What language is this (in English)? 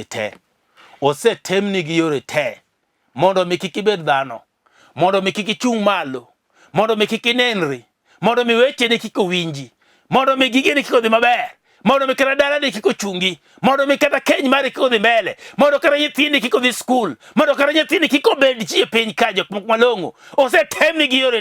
Luo (Kenya and Tanzania)